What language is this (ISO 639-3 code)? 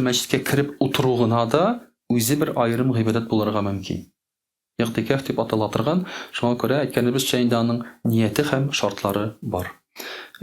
tat